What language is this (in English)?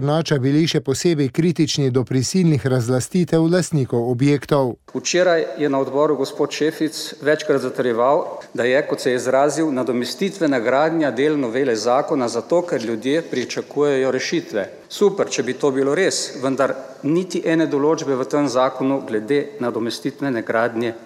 Slovenian